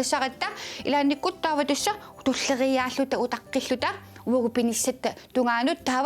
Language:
Kalaallisut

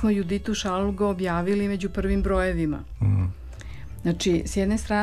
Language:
Serbian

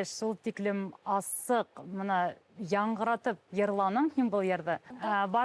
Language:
Bashkir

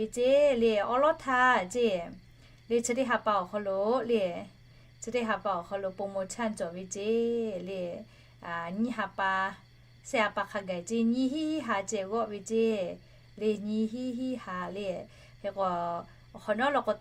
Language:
Lahu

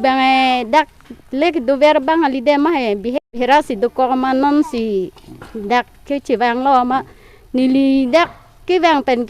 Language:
Karbi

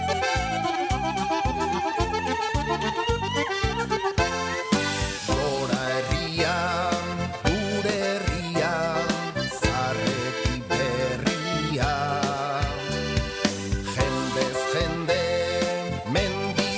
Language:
Basque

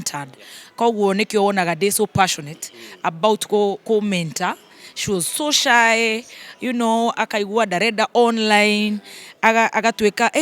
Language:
Kikuyu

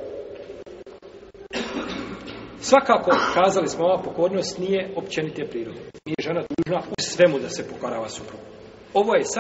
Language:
Bosnian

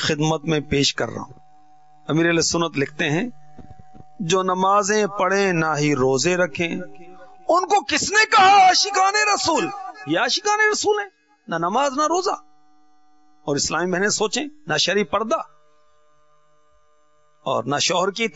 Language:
Urdu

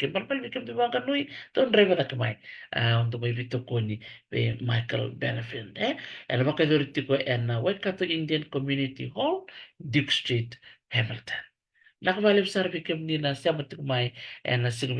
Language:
Fijian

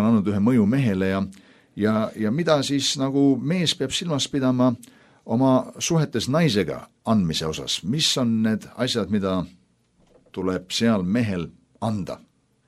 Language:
Estonian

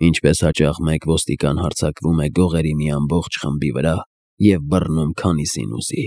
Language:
Armenian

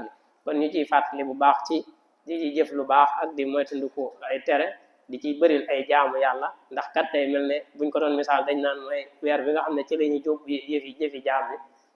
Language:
Wolof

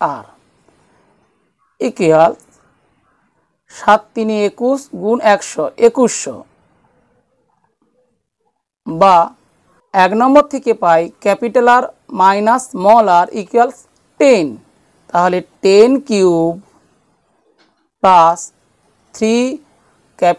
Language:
Bangla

